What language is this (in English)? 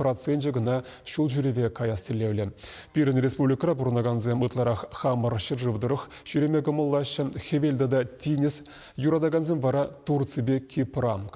Chuvash